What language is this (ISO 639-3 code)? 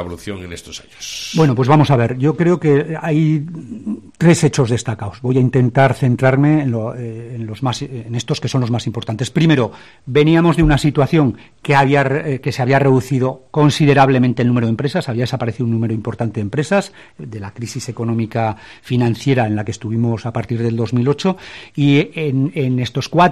spa